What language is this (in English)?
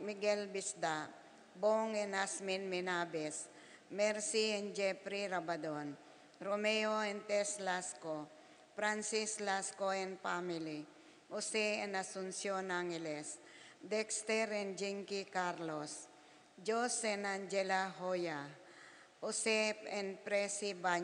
Pampanga